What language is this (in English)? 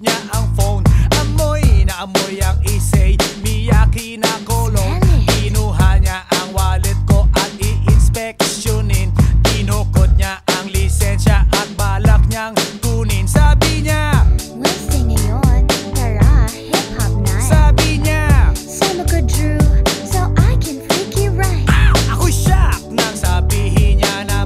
Filipino